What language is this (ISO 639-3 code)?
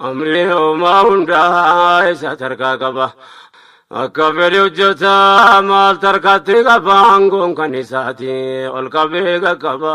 orm